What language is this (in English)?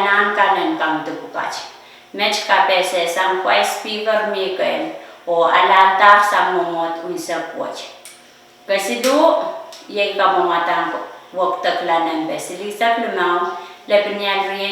Pohnpeian